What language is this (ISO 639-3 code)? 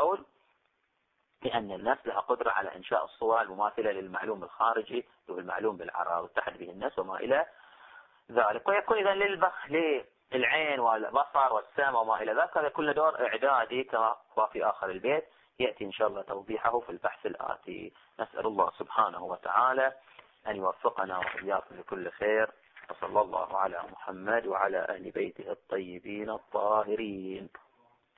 ara